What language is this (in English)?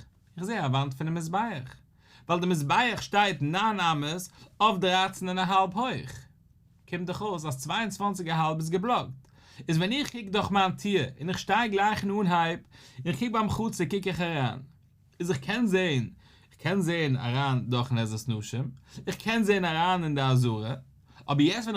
Yiddish